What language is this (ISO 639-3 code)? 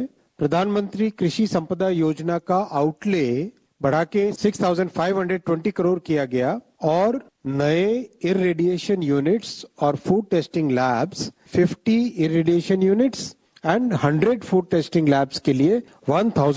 san